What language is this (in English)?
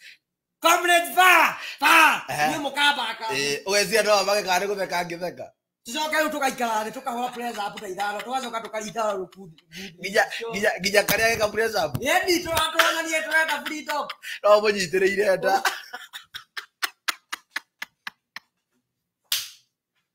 Kikuyu